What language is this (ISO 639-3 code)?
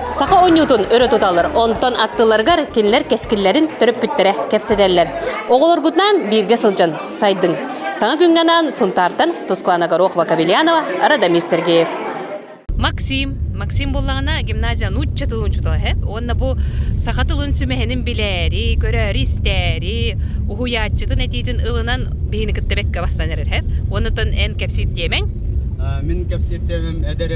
sah